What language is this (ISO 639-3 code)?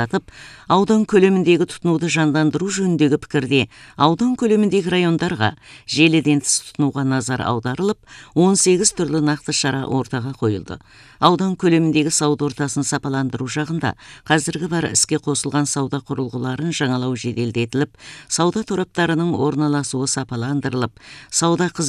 kaz